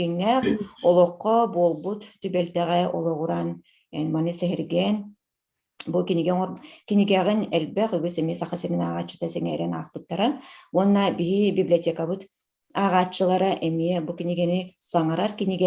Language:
Yakut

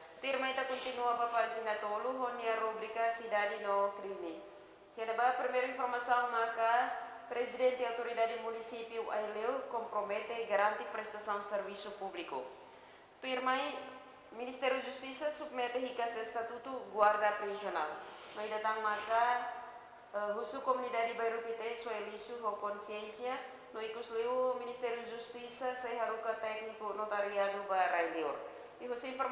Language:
Tetum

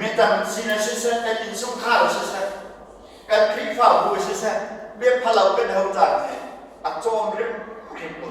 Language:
Hakha Chin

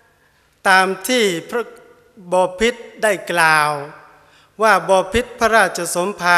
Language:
Thai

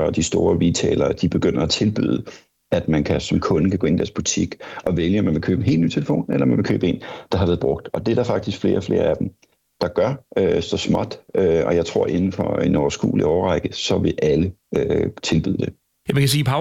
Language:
Danish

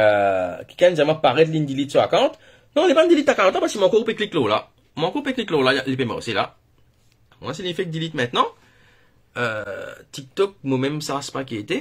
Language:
Morisyen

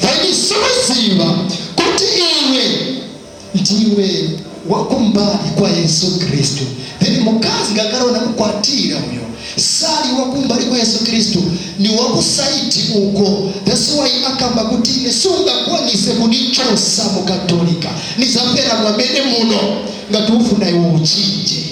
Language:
Nyanja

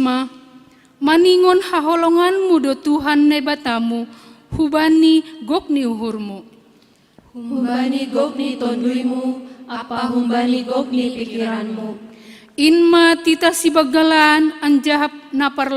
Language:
Batak Simalungun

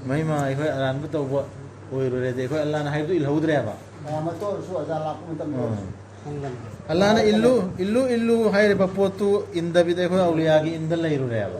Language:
Manipuri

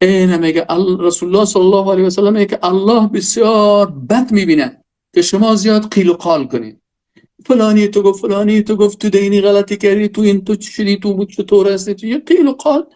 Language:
Persian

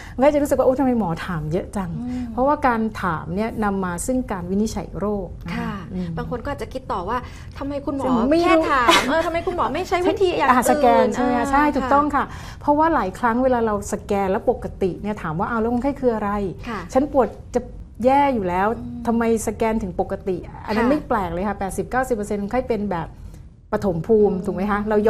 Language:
Thai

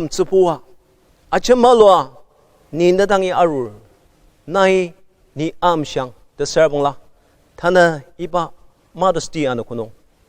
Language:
Ao Naga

